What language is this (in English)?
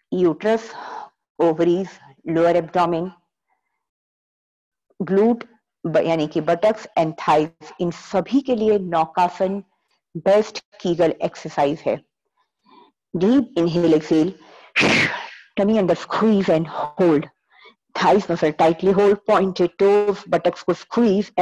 Hindi